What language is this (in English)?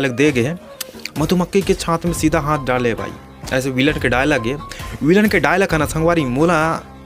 Chhattisgarhi